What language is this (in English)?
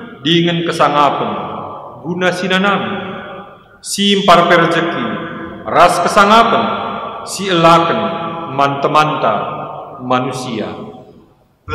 Batak Karo